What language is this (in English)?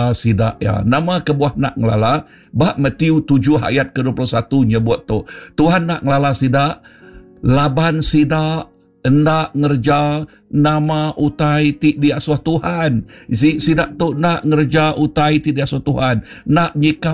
Iban